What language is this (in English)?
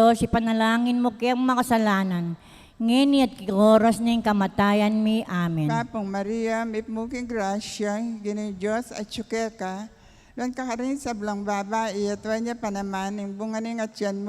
Pampanga